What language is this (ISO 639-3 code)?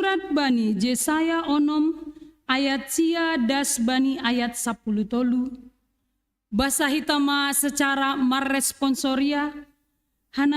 bts